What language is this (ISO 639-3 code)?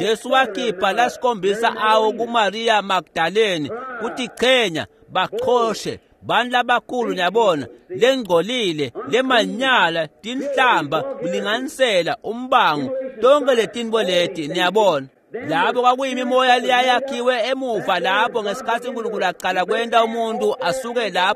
ssw